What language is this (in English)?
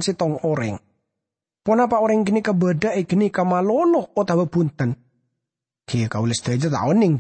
Madurese